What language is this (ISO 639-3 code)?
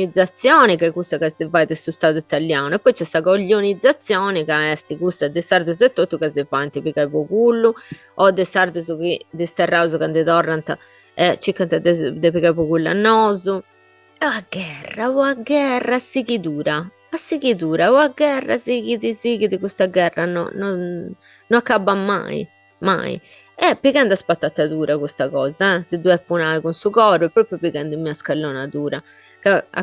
srd